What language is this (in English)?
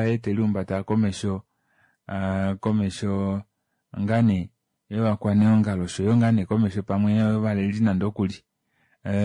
Kuanyama